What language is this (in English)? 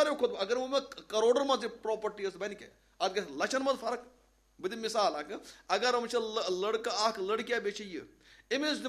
Kashmiri